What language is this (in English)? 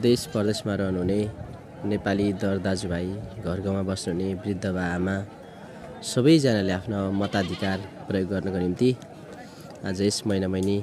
Nepali